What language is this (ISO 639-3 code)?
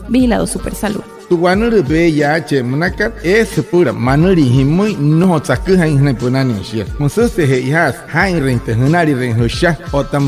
guc